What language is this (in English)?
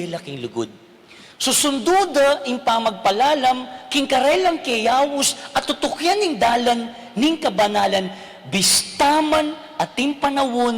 Pampanga